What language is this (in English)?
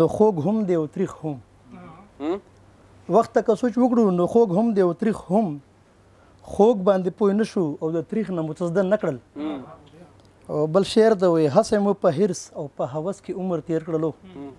Pashto